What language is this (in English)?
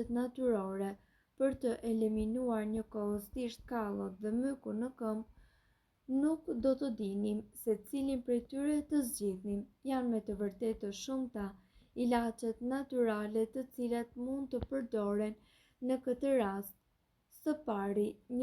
Albanian